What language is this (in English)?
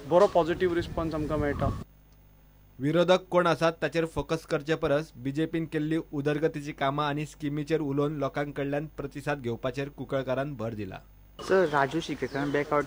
Konkani